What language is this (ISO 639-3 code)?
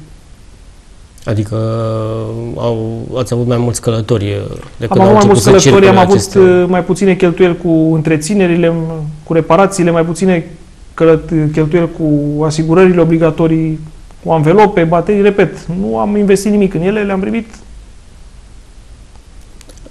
ron